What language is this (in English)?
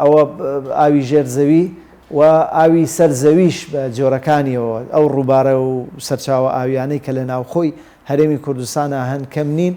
Central Kurdish